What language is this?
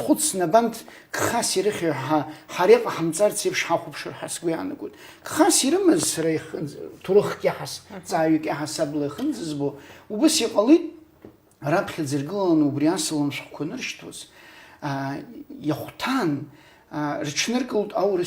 Abkhazian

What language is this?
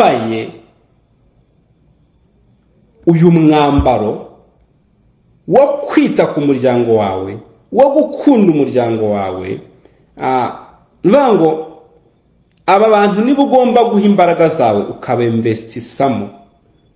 Kinyarwanda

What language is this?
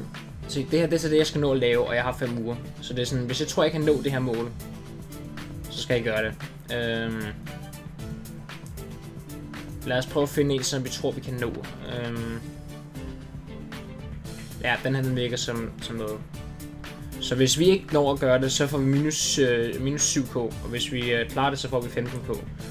Danish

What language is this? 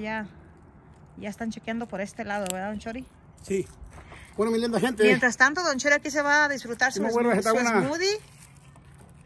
Spanish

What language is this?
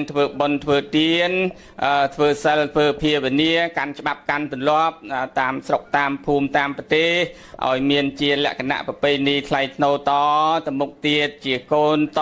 Khmer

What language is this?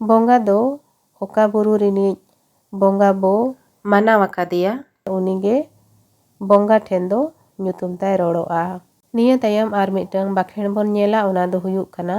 Santali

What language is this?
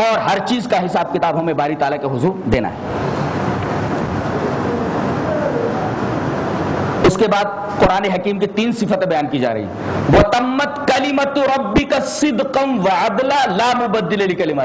Urdu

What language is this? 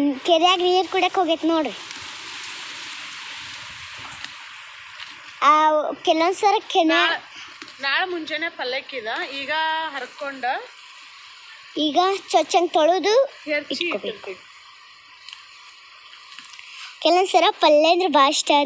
Kannada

